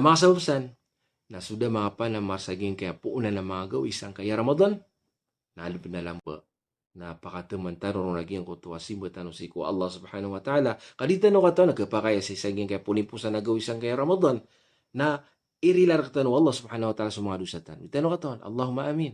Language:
Maranao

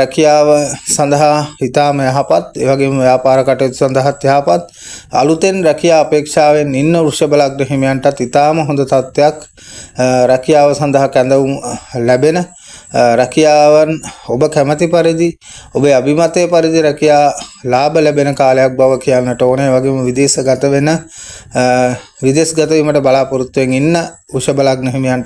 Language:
Sinhala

